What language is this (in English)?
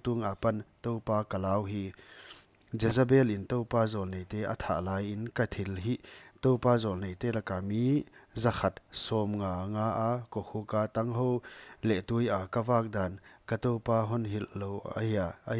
Paite Chin